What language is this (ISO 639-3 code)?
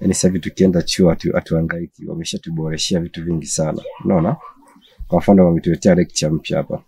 swa